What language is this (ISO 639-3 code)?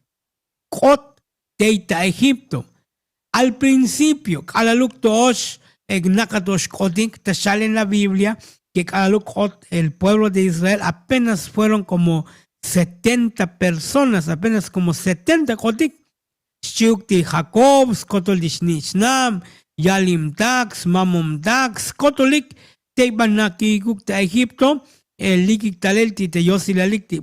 tzo